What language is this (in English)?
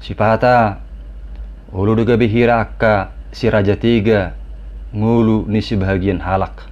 Batak Toba